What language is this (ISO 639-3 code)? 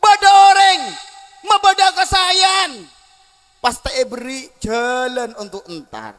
mad